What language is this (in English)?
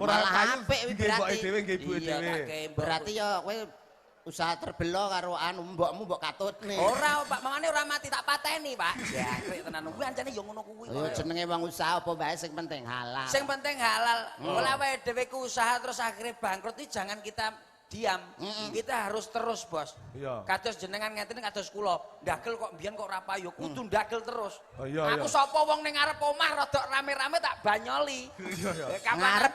Javanese